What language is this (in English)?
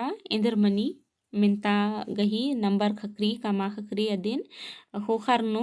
Kurukh